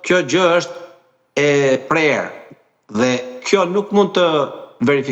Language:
Albanian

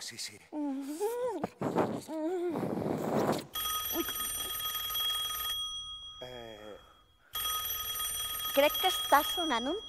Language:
Catalan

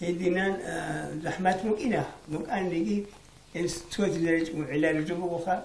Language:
Avaric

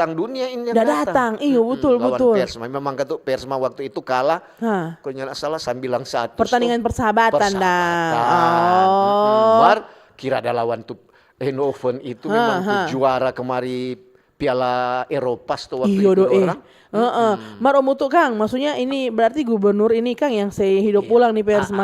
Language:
Manado Malay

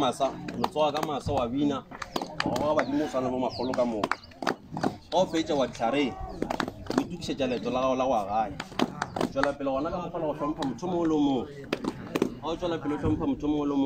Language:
Northern Sotho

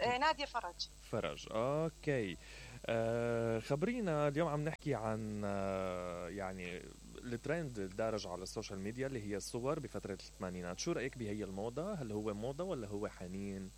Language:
Mesopotamian Arabic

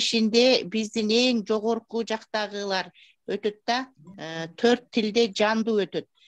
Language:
Kyrgyz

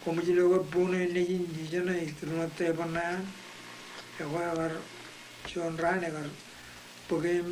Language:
Marshallese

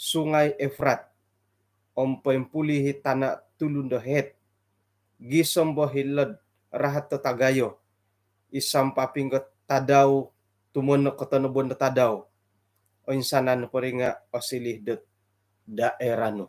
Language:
Central Dusun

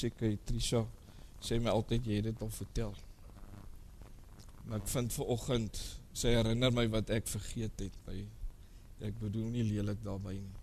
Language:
Afrikaans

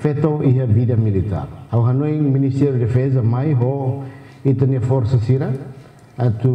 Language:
Tetum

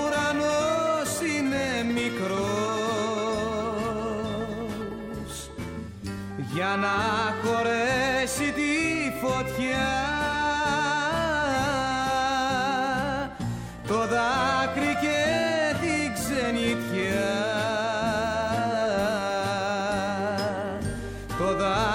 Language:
Greek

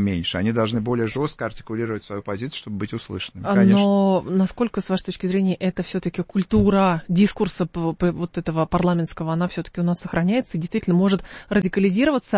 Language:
Russian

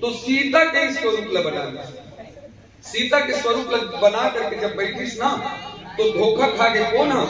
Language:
Chhattisgarhi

